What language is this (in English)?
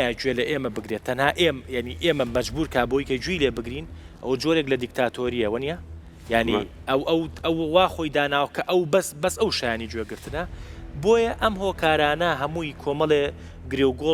Central Kurdish